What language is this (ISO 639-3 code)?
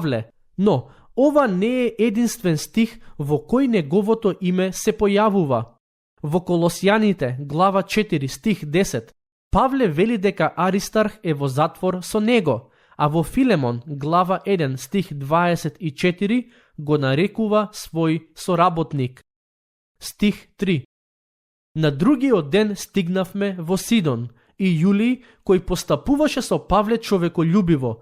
mkd